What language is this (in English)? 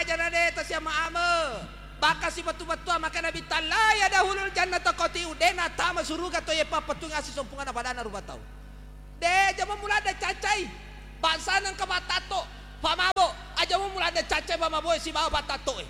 Buginese